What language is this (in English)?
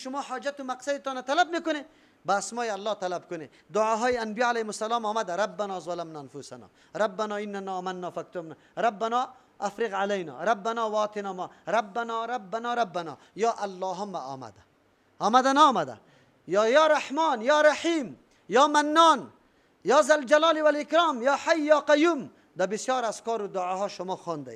Persian